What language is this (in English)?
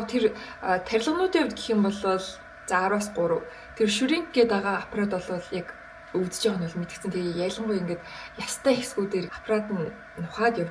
Mongolian